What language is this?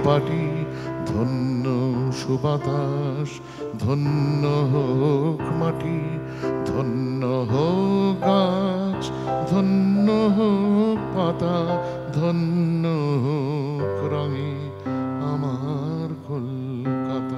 Bangla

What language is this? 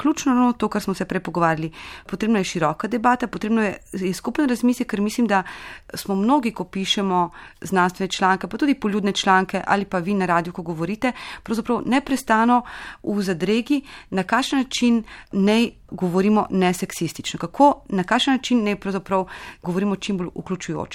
Slovenian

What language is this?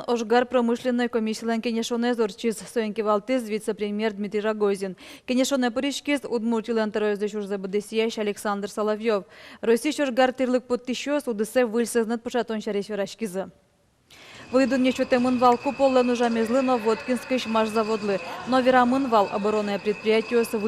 Udmurt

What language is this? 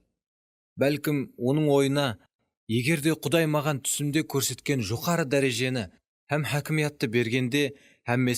Kara-Kalpak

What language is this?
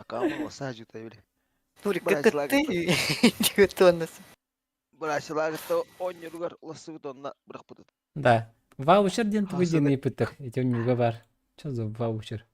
Yakut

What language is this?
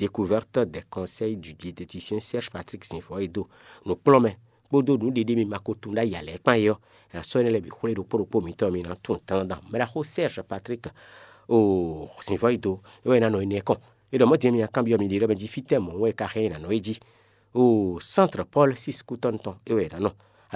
Fon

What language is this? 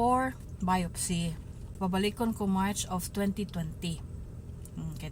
Cebuano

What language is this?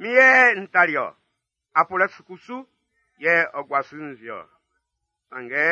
Baoulé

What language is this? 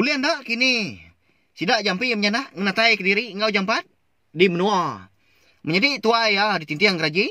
Iban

